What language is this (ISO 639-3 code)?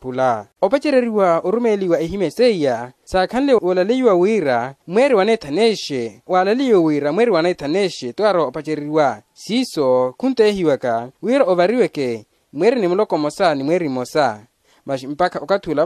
vmw